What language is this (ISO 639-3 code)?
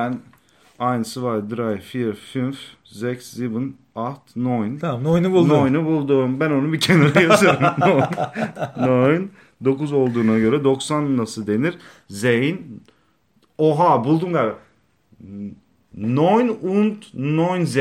tur